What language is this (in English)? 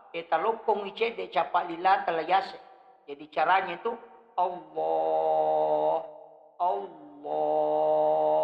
Buginese